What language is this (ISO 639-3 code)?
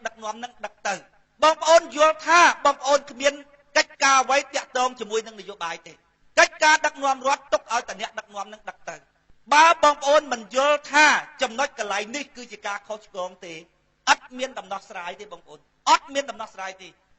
khm